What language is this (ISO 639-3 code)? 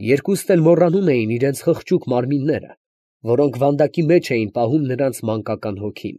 hye